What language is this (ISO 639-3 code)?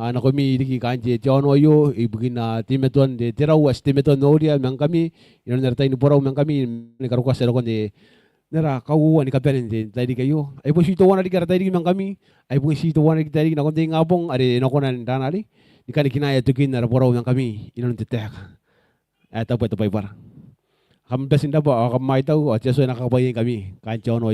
gil